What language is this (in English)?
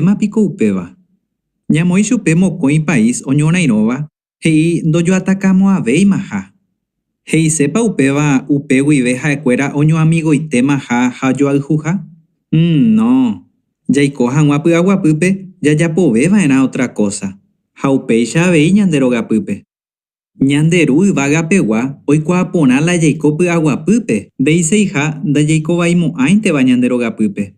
Guarani